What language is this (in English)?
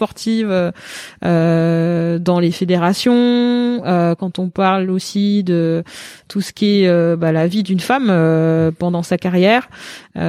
French